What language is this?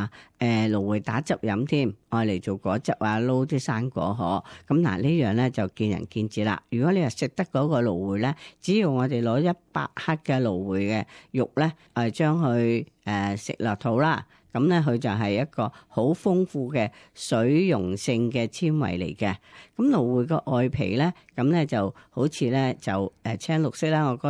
Cantonese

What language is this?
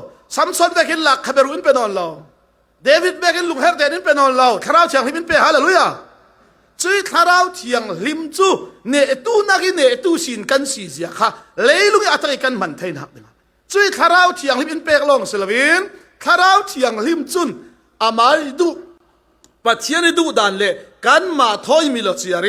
Falam Chin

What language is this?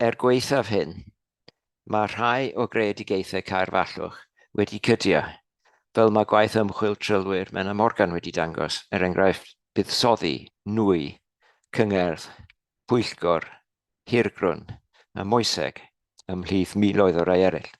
Welsh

